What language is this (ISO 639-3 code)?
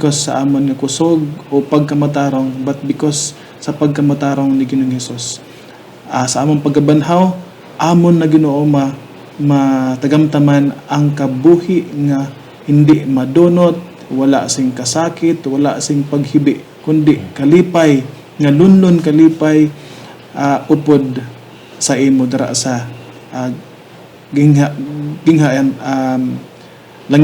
hil